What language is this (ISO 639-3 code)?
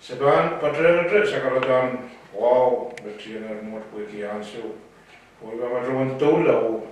pon